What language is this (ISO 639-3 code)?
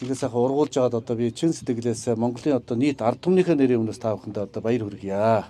mon